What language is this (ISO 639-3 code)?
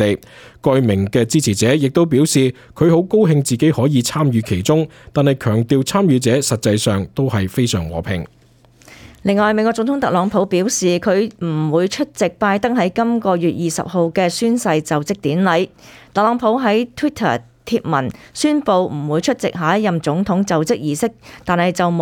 yue